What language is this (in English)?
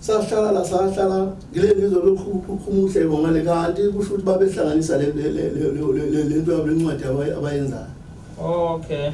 Zulu